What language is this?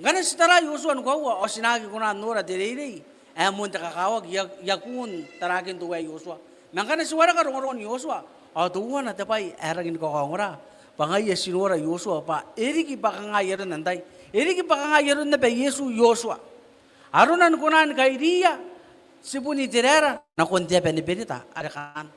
Gilbertese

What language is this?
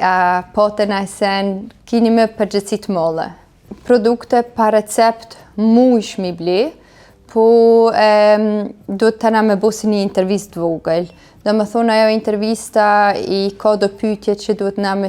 Albanian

